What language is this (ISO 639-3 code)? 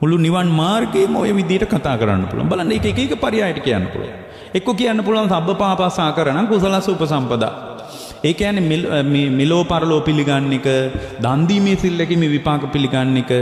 sin